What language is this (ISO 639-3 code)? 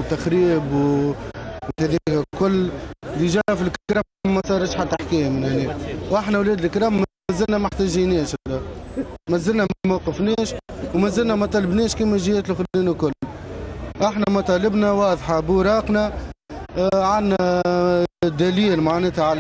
aeb